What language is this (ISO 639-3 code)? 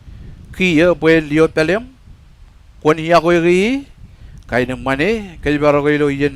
mah